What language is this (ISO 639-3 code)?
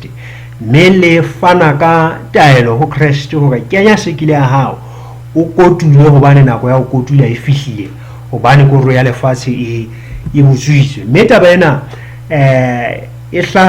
sot